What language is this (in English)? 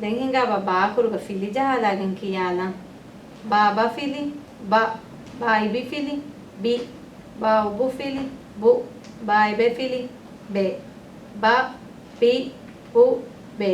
Divehi